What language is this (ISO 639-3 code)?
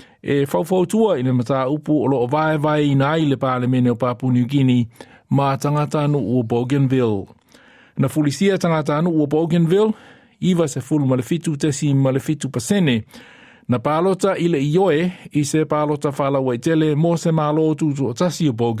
smo